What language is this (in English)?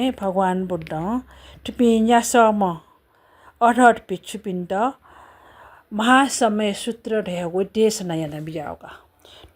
Newari